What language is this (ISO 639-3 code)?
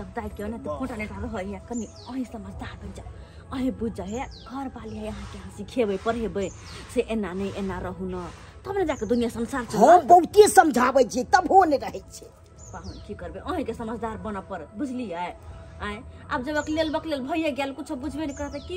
mai